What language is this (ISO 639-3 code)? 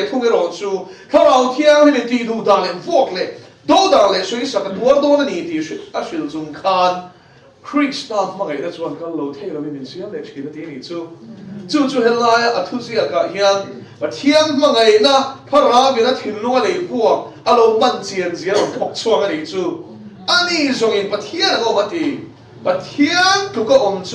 lus